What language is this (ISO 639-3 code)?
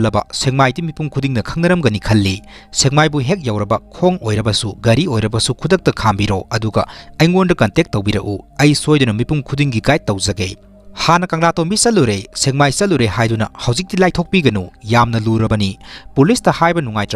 mni